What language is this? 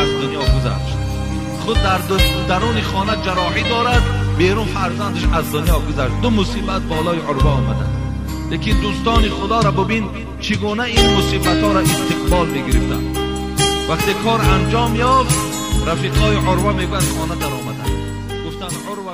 Tajik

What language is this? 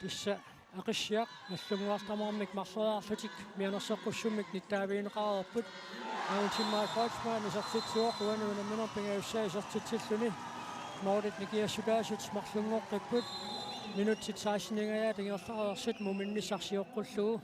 Kalaallisut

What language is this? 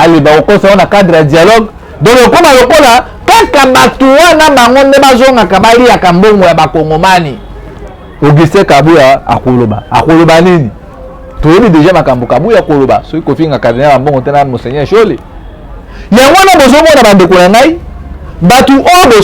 Lingala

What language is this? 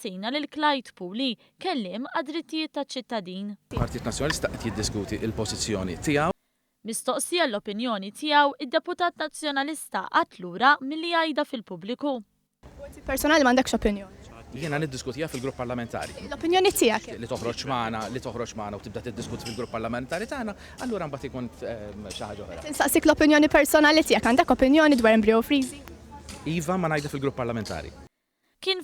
Maltese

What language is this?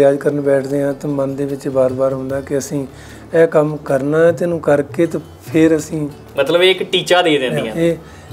Punjabi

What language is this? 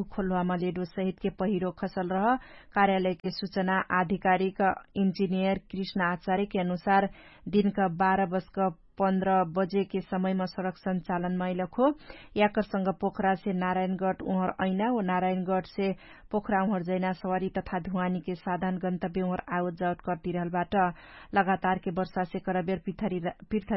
Dangaura Tharu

